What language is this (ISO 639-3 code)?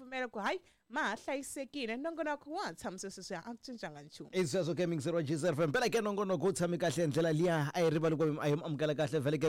tso